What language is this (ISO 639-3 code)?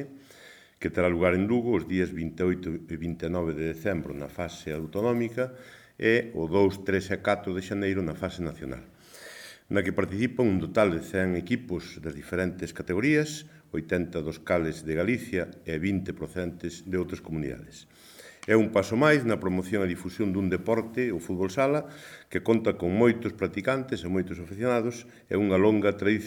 glg